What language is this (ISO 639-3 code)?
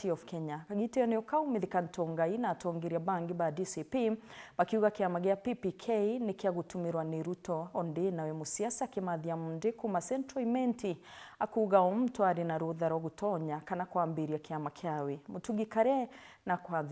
mer